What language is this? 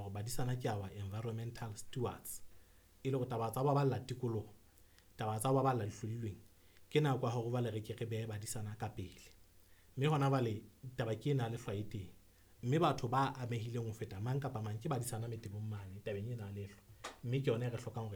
Southern Sotho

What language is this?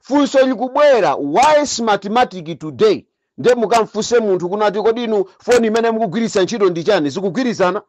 Nyanja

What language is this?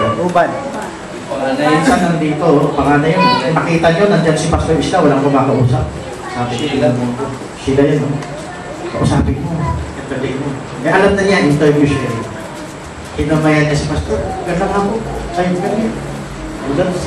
Filipino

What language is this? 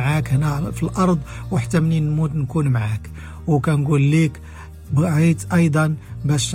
Moroccan Arabic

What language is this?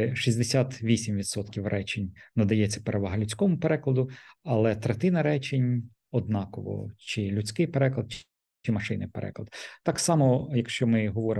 Ukrainian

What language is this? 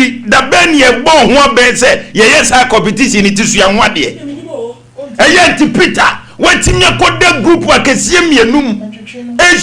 Akan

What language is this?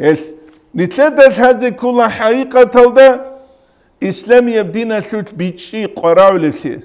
Avaric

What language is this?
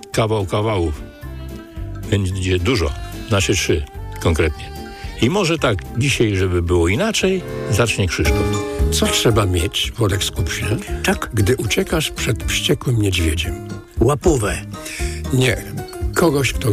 Polish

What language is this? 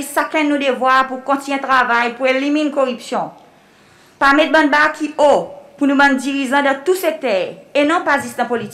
Seselwa Creole French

